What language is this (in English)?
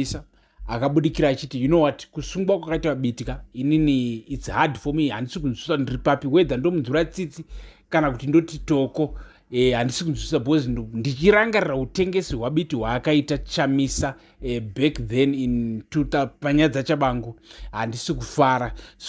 Shona